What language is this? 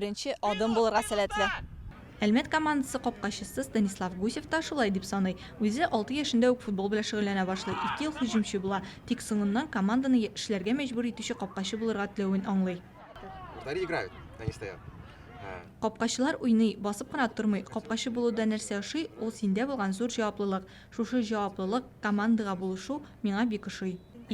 Tatar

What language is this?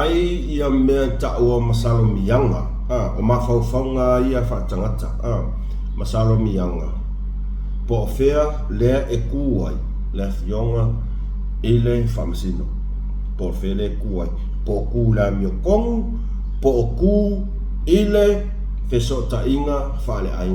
Samoan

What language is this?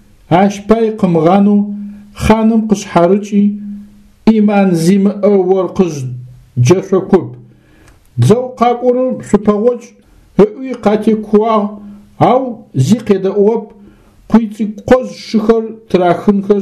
Adyghe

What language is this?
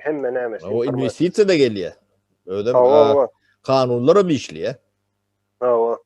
Turkmen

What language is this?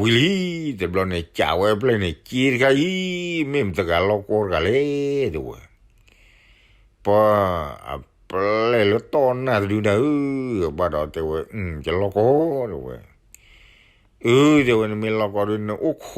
S'gaw Karen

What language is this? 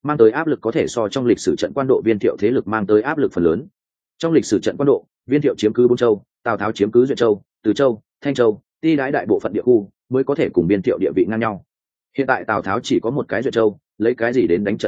Vietnamese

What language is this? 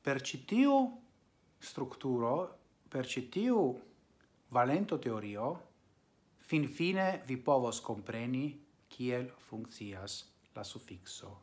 Esperanto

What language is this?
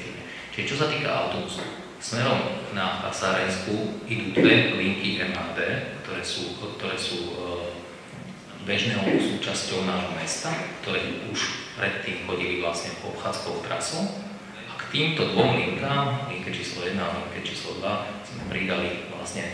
Slovak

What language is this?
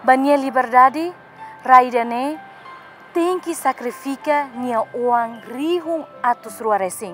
Tetum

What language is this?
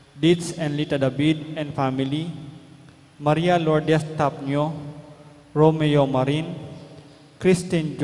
Pampanga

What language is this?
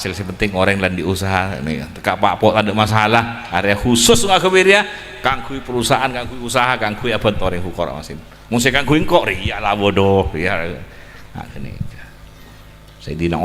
Madurese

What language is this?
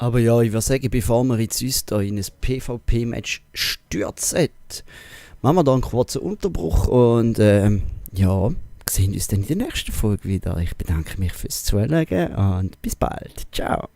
Swiss German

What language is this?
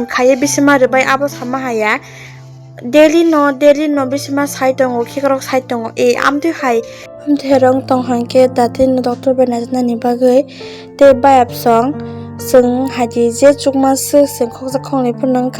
Kok Borok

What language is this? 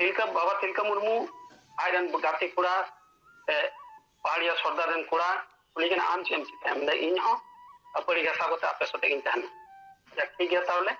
Santali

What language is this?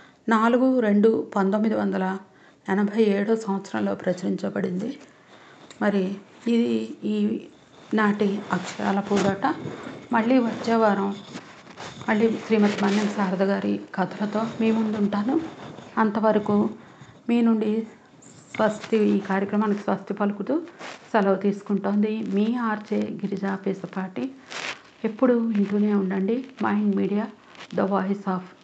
Telugu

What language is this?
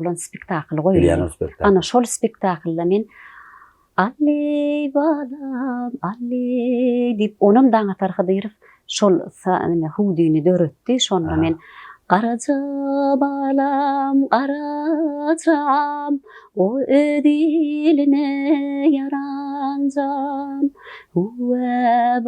Turkmen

